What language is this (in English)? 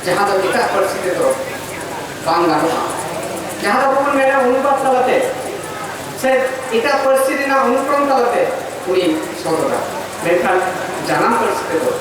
Santali